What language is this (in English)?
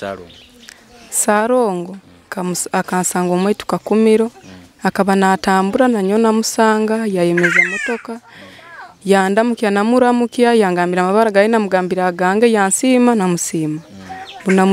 Nyoro